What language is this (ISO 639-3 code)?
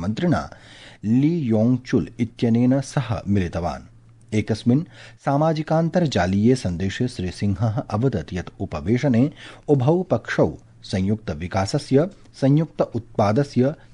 san